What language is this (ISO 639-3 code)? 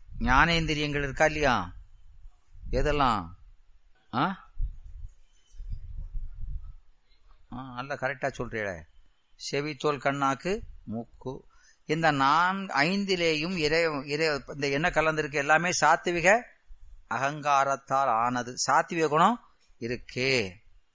tam